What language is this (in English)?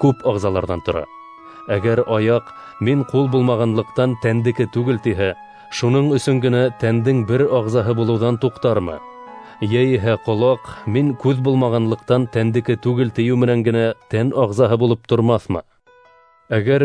Bashkir